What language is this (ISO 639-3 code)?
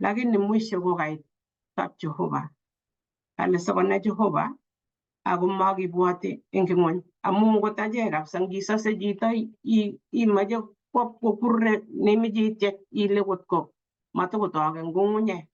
kln